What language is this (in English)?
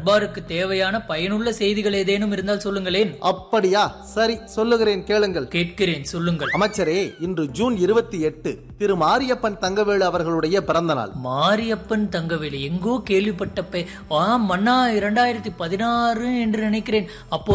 Tamil